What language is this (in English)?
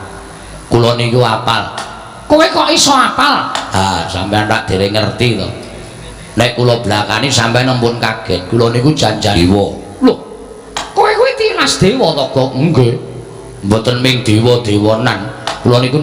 Javanese